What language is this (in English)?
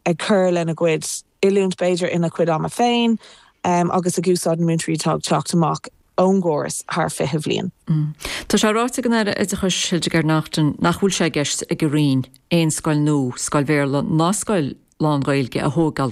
Irish